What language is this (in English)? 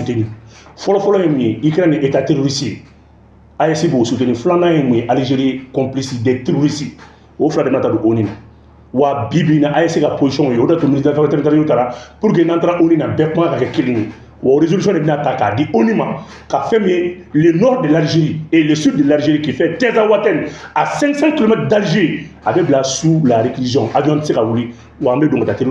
Bambara